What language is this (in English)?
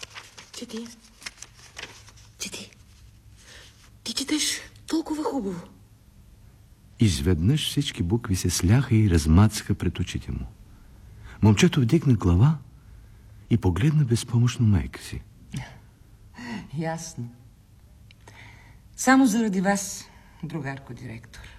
Bulgarian